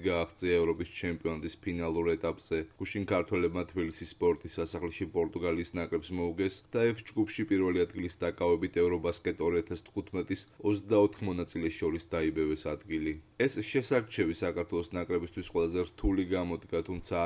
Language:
Georgian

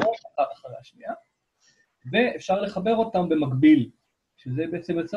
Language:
Hebrew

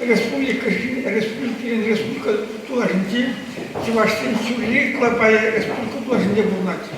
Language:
Chuvash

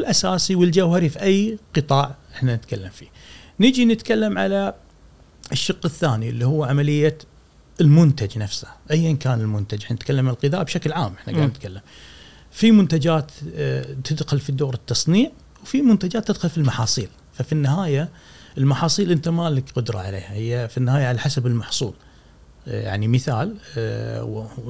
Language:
Gulf Arabic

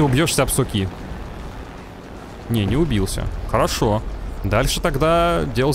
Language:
Russian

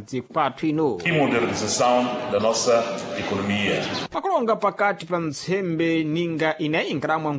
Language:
Sena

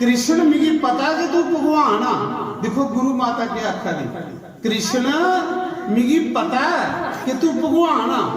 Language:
Dogri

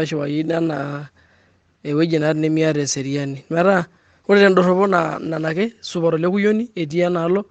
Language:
Masai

